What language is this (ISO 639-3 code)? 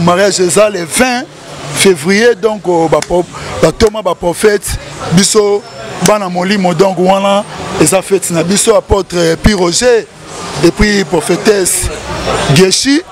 lin